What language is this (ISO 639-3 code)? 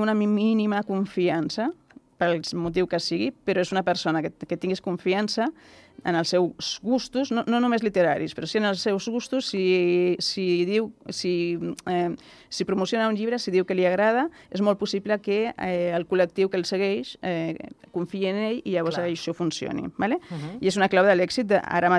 cat